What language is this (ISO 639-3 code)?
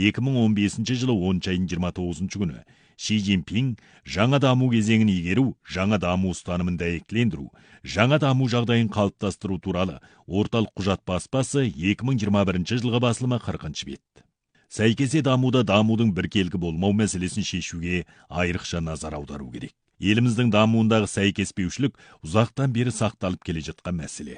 kaz